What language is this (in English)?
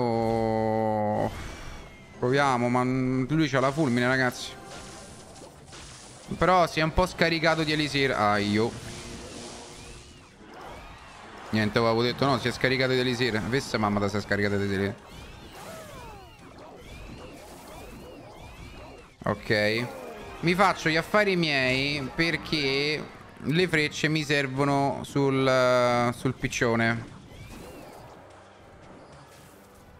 Italian